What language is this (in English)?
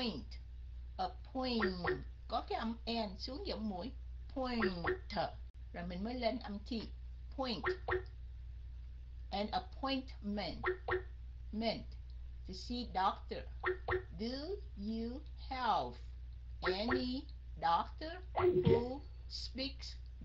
Vietnamese